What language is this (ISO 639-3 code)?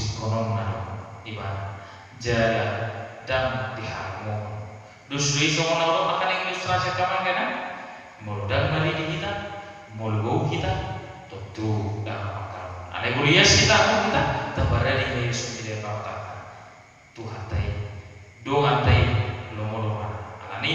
bbc